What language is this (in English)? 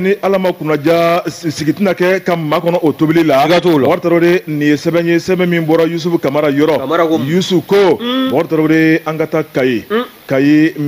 Bambara